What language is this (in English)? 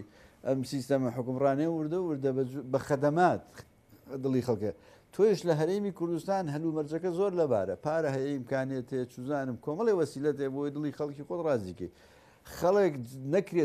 Central Kurdish